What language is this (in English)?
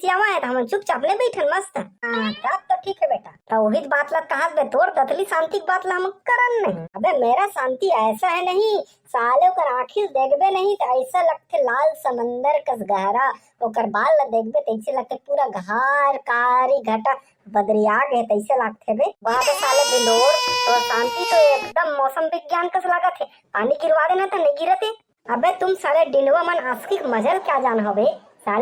Chhattisgarhi